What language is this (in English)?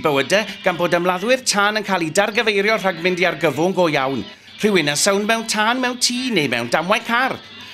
Welsh